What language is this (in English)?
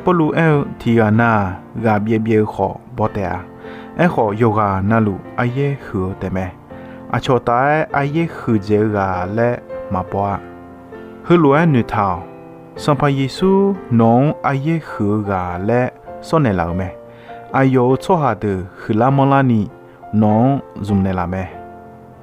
Akha